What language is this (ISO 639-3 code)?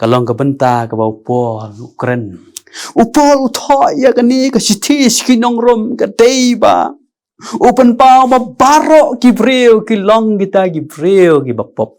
kha